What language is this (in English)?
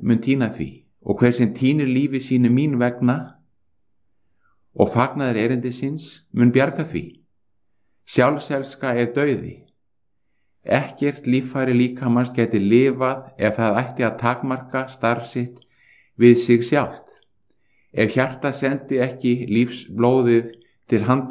Icelandic